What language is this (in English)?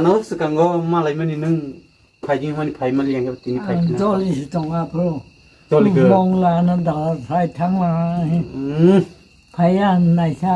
Kok Borok